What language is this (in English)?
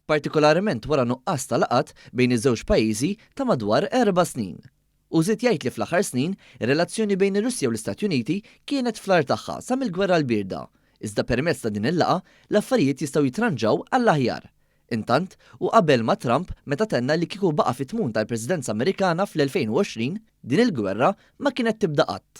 Maltese